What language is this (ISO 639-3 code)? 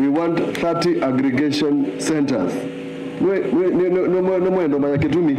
kam